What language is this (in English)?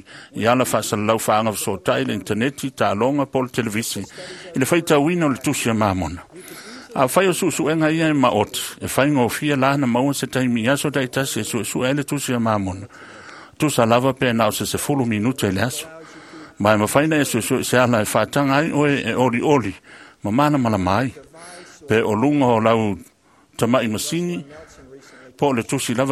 Samoan